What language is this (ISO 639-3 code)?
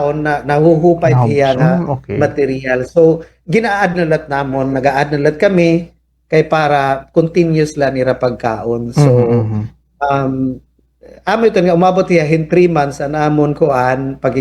war